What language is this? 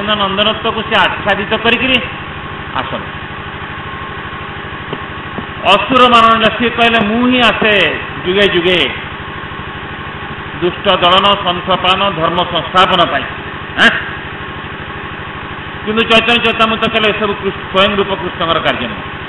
Odia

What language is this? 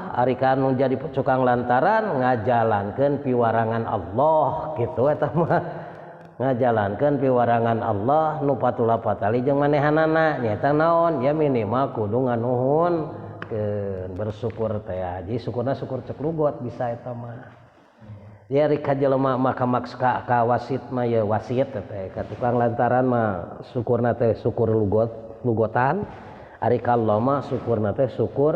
Sundanese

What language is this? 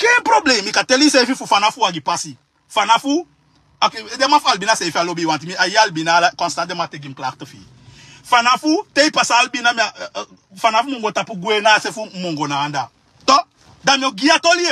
Sranan Tongo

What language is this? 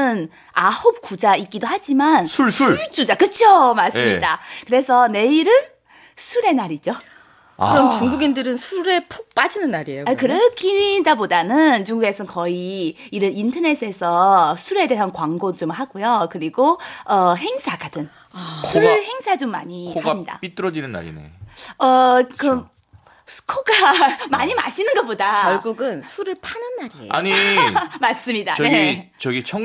Korean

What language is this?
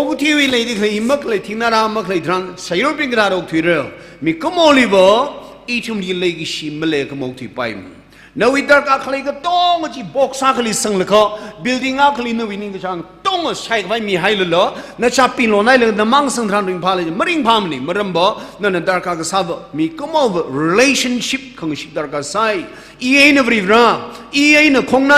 Tangkhul Naga (India)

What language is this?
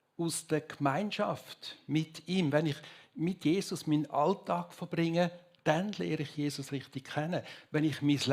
Swiss German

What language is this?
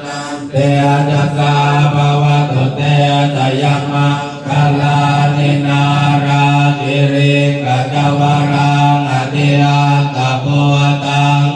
Pali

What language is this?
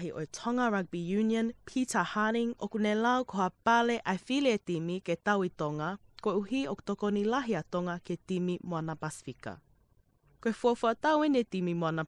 Tongan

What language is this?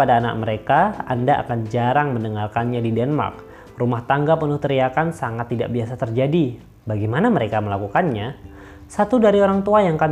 Indonesian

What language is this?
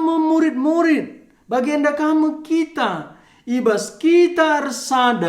Batak Karo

